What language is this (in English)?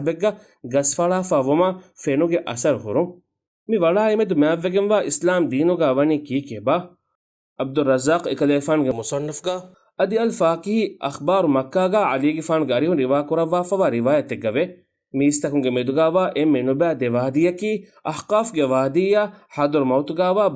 Divehi